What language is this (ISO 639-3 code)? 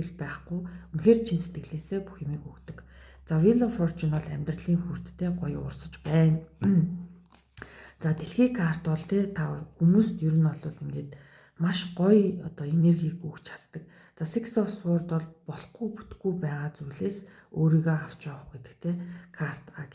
mon